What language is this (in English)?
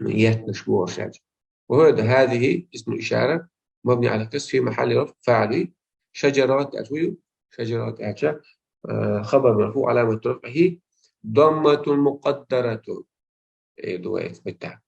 Chechen